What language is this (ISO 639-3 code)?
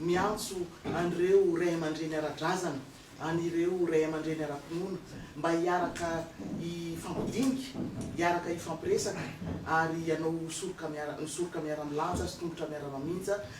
mlg